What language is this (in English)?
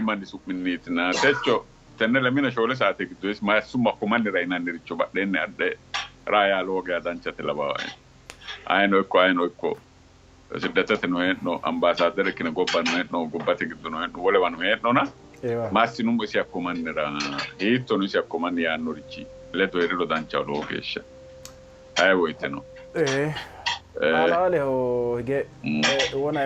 Sidamo